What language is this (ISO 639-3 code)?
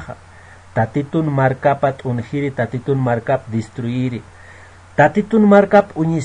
aym